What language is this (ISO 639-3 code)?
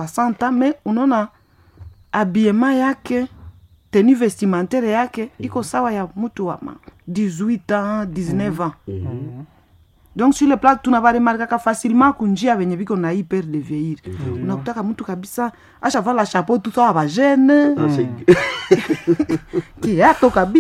swa